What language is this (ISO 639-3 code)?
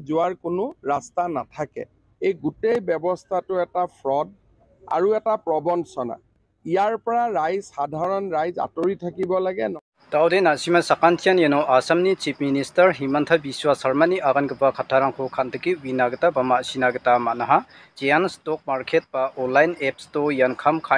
grt